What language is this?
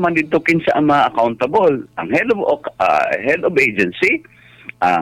Cebuano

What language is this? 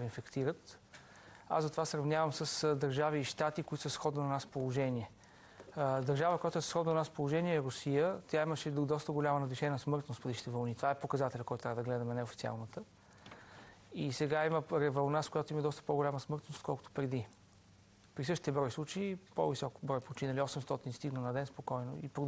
Bulgarian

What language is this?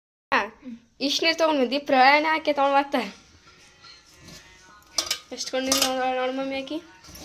Kannada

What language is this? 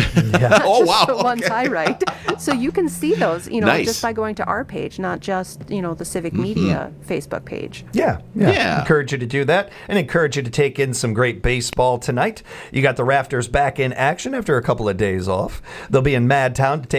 English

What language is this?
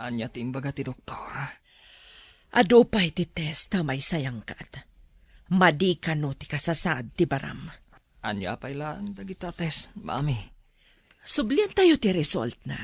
Iloko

